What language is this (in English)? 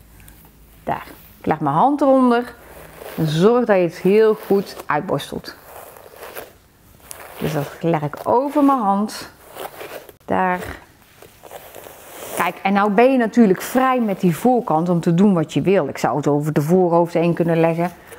Dutch